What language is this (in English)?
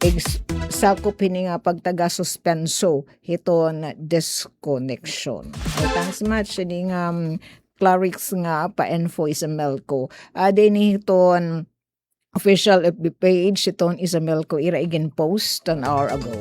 Waray